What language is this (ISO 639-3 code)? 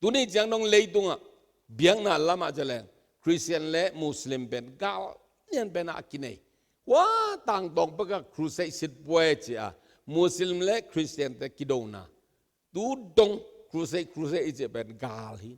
ctd